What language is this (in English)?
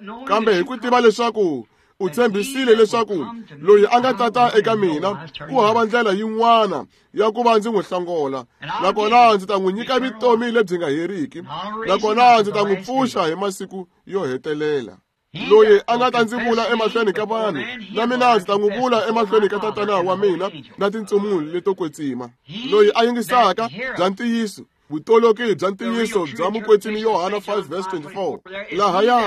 Tsonga